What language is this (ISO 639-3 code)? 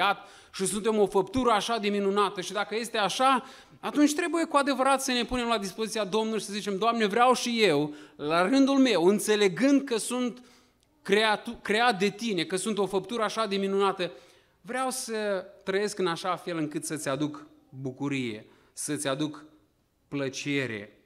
ron